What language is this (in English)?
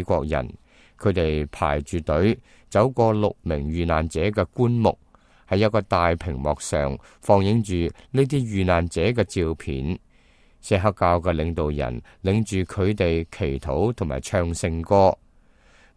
Cantonese